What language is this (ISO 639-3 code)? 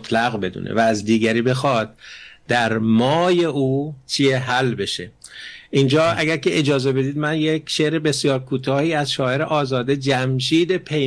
fas